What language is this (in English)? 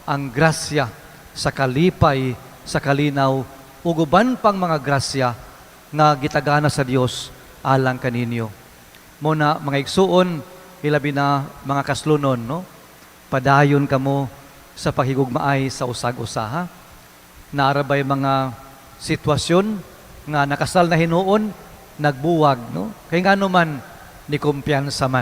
Cebuano